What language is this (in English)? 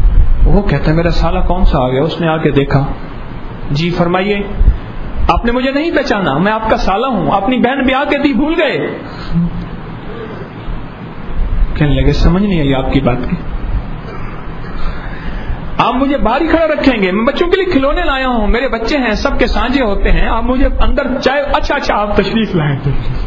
Urdu